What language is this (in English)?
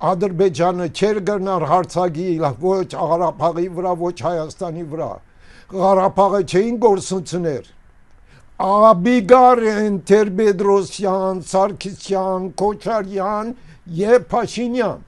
Western Armenian